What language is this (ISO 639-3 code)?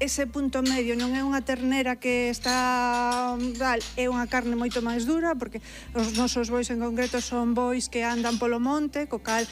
glg